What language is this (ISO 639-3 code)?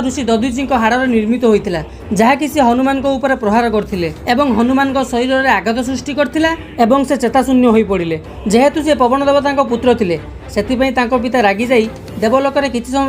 ori